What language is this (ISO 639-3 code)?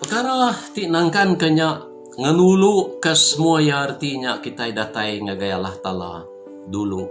iba